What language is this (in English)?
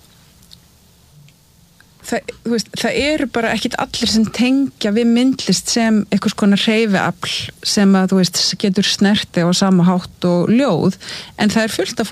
Icelandic